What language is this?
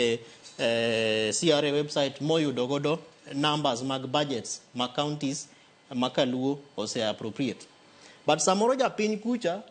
Luo (Kenya and Tanzania)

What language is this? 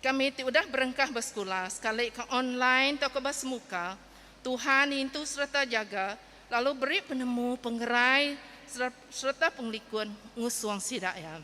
Iban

